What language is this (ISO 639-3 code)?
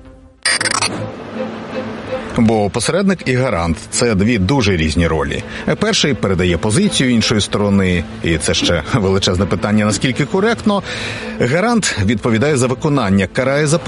ukr